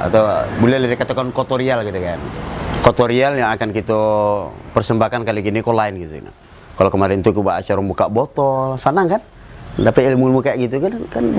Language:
Minangkabau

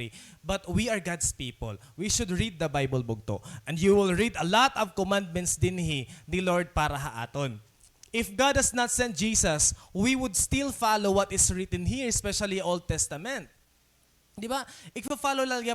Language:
Waray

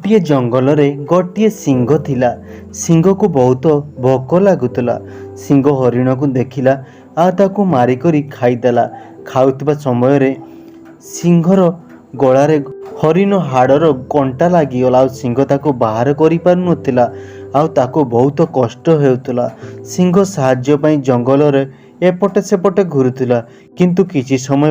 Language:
Odia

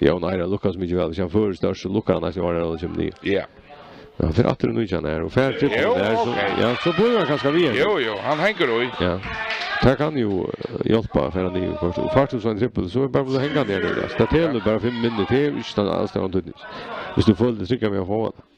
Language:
Faroese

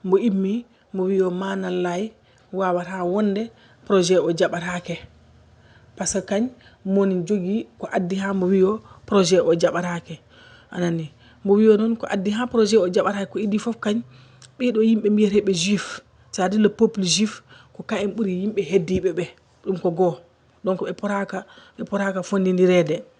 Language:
Fula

